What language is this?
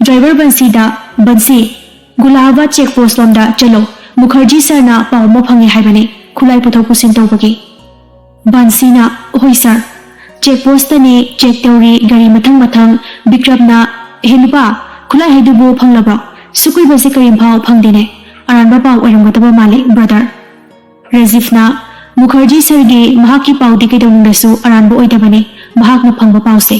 Manipuri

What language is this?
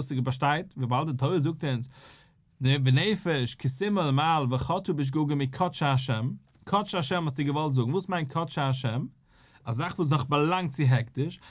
Yiddish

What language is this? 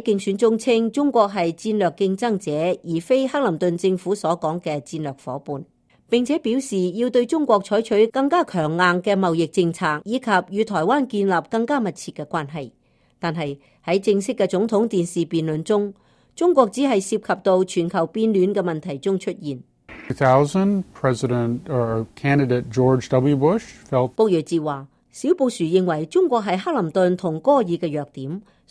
Cantonese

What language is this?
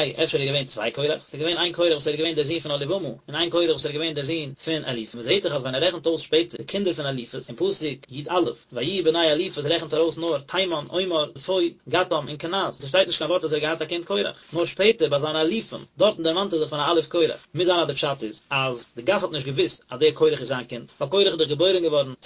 Yiddish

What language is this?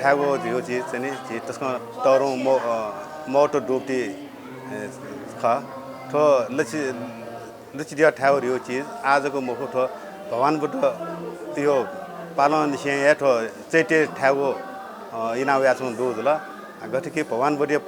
Newari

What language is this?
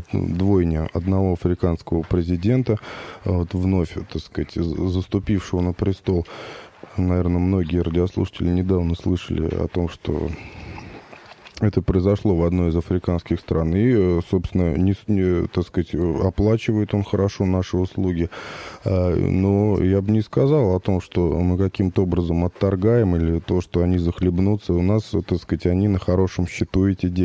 Russian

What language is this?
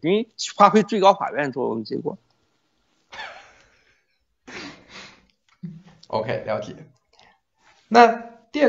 Chinese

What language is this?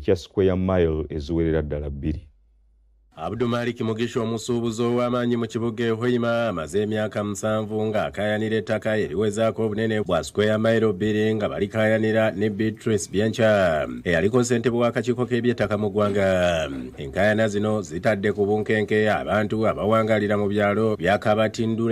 Ganda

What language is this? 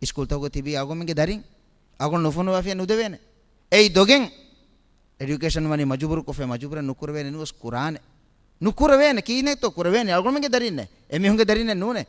Divehi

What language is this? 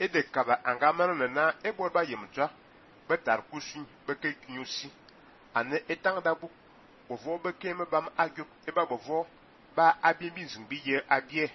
Fang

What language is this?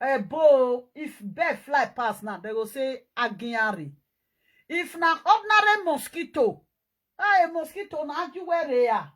Nigerian Pidgin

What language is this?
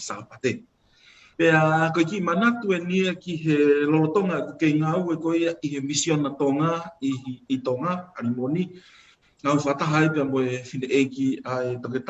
Tongan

